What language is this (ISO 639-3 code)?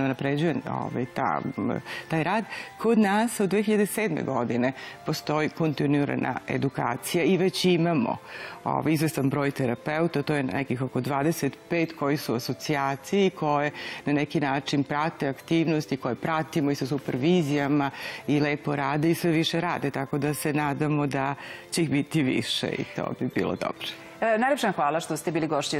srp